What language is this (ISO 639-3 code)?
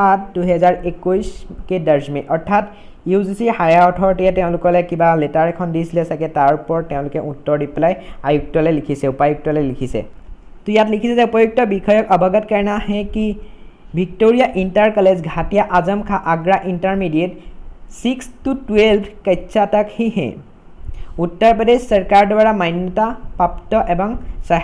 asm